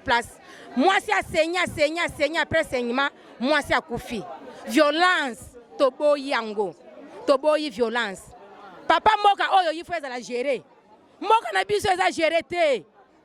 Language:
Lingala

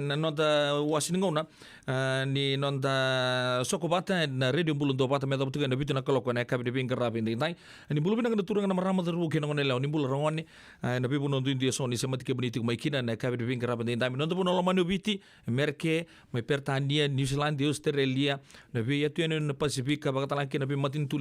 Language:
Fijian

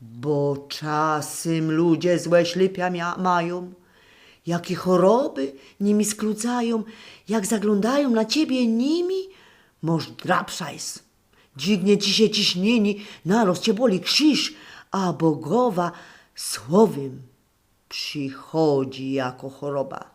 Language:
Silesian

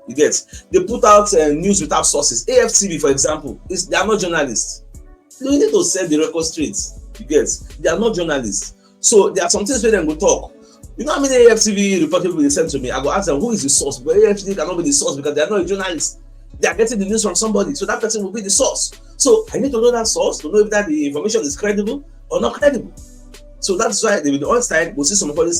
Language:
Nigerian Pidgin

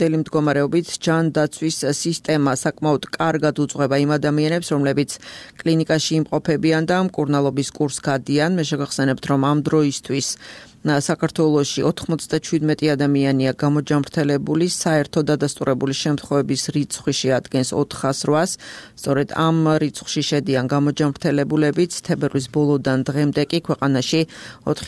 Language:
Georgian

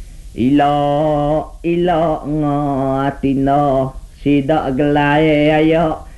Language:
Iban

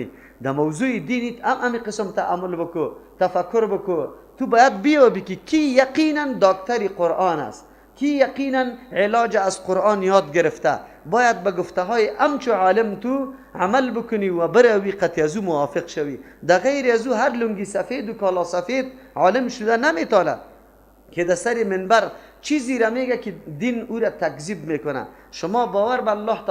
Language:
Persian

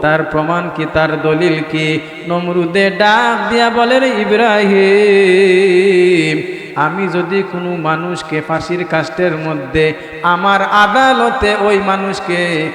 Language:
Sylheti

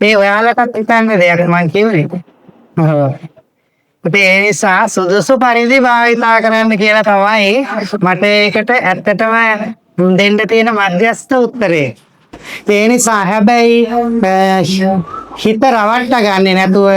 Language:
Sinhala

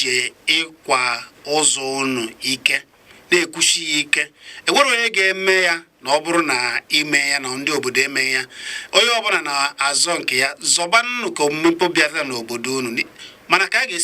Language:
Igbo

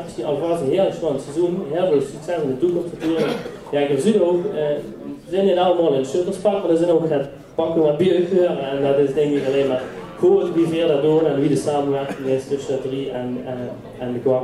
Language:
Limburgish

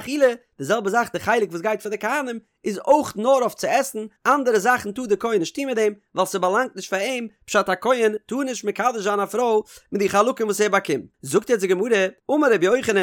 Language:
Yiddish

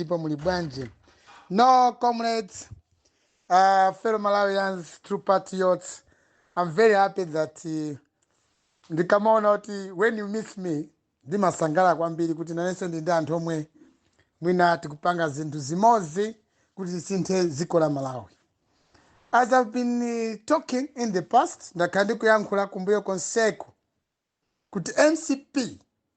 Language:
Nyanja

